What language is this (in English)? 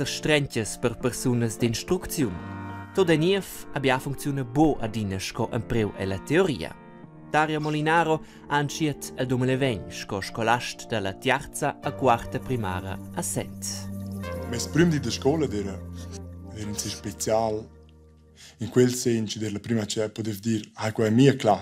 Romansh